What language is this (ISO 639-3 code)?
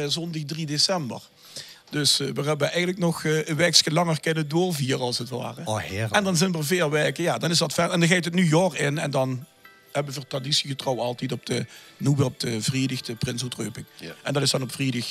lim